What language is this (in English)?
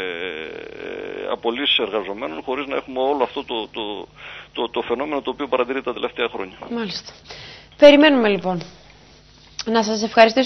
Greek